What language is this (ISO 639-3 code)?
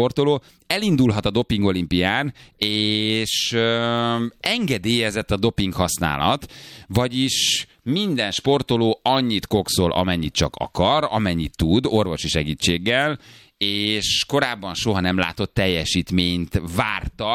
hun